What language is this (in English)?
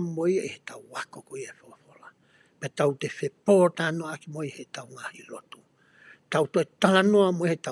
Tongan